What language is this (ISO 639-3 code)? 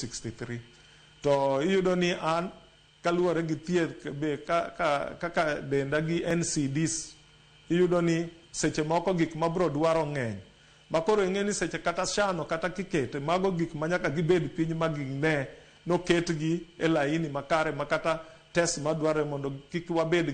luo